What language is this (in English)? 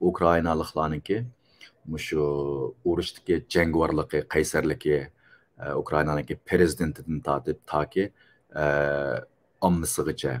Uyghur